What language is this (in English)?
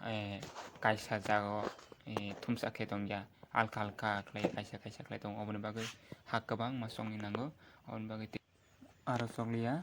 Kok Borok